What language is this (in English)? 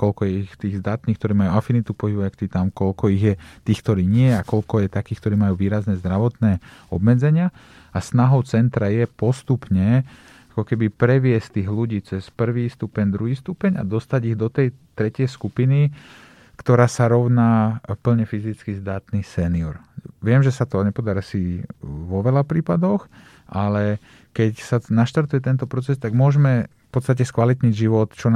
Slovak